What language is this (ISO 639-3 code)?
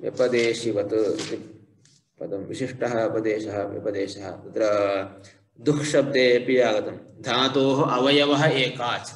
san